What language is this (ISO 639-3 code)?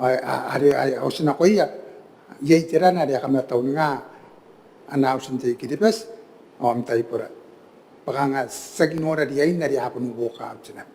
gil